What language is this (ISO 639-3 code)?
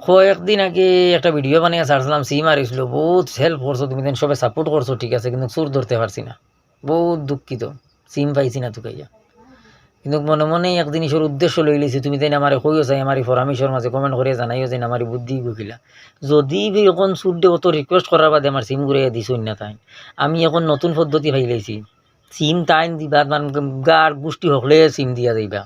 syl